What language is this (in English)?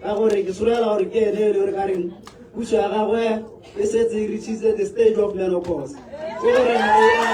Tswana